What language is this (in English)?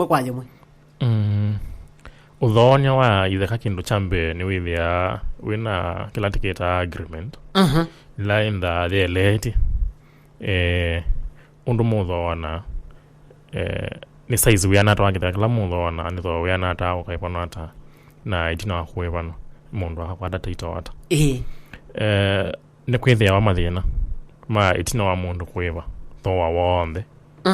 Kamba